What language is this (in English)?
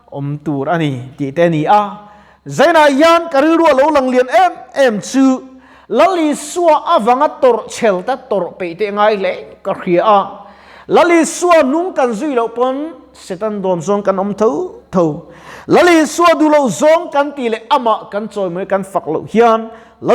Mizo